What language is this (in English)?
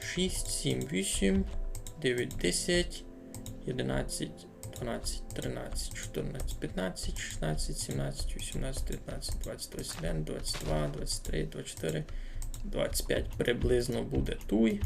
Rusyn